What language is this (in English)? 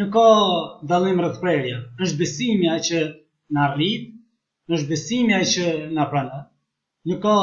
Albanian